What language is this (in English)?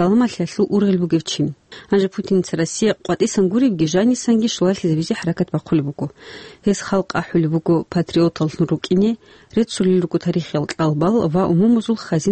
Avaric